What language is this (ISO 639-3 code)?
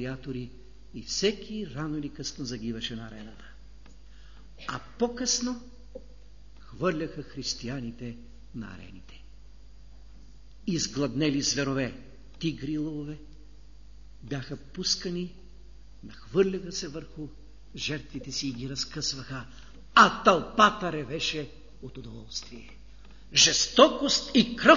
bul